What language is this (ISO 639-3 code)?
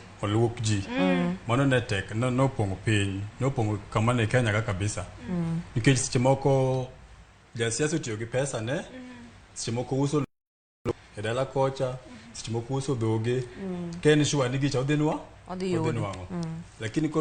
luo